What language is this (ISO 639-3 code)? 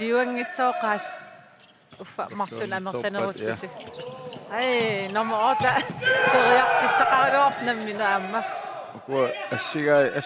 kal